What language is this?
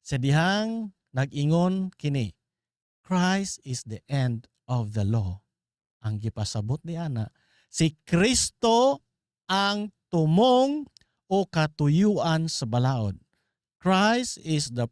Cebuano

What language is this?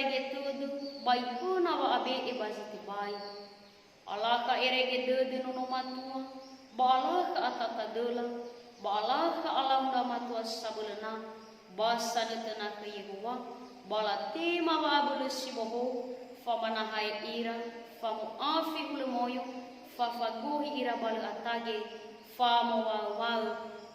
Nias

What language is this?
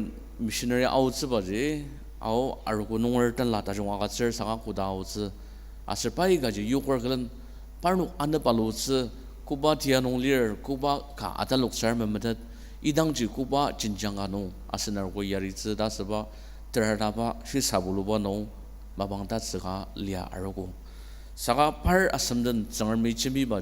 Ao Naga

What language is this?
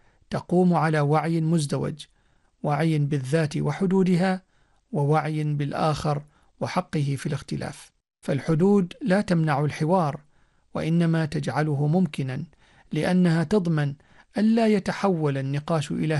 Arabic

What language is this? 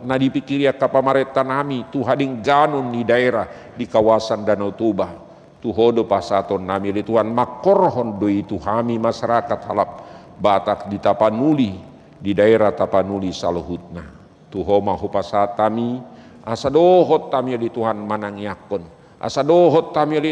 Batak Toba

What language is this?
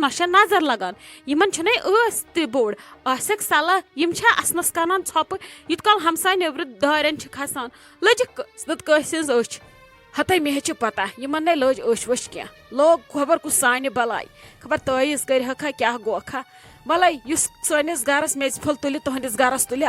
Kashmiri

